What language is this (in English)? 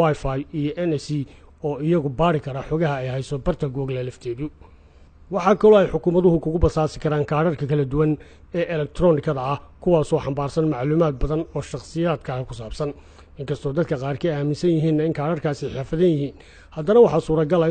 Somali